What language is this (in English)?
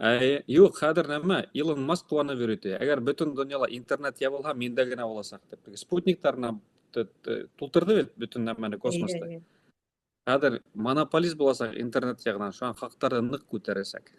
Bashkir